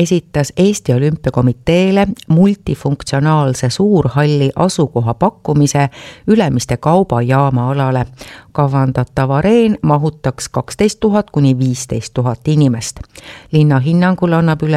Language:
Estonian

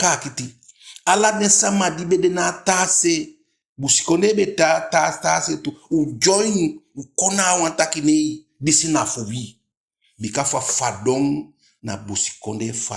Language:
Eastern Maroon Creole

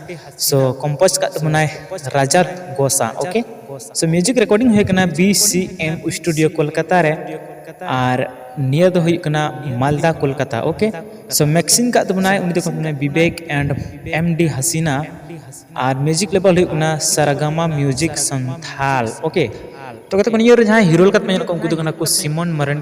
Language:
Santali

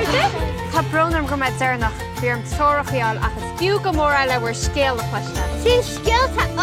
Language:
Irish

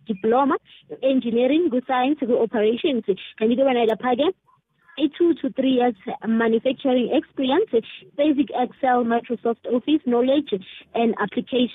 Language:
South Ndebele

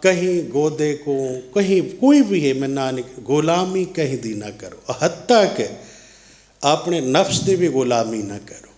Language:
Saraiki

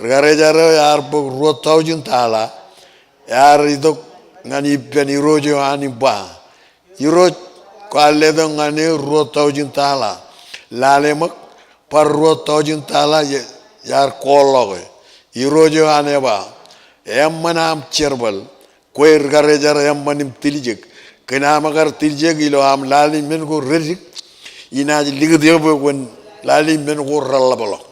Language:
Marshallese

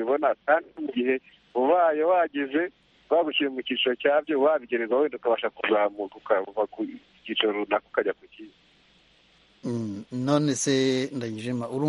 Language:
Kinyarwanda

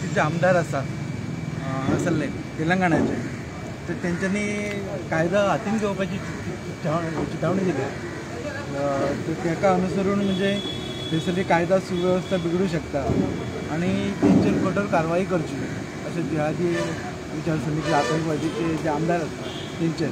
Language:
Konkani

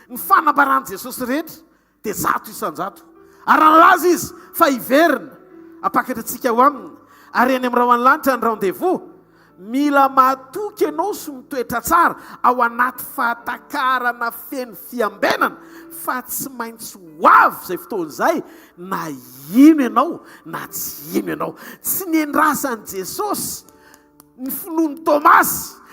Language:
Malagasy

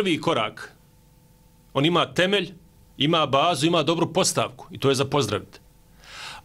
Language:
Bosnian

